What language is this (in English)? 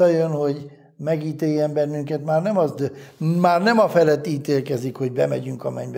Hungarian